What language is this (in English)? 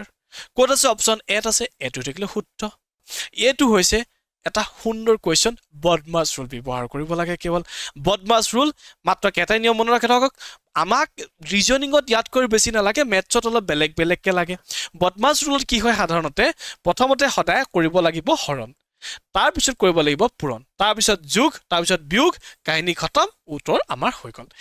Assamese